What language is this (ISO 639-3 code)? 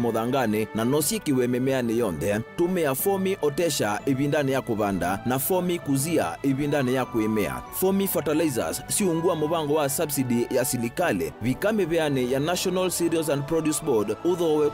kam